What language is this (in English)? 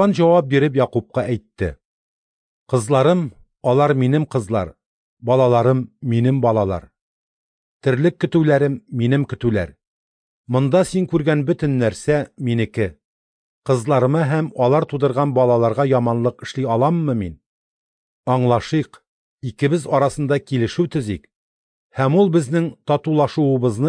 Tatar